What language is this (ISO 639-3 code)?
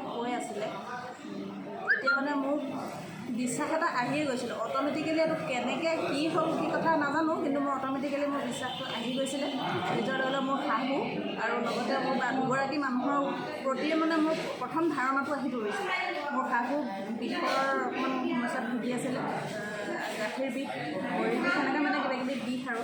asm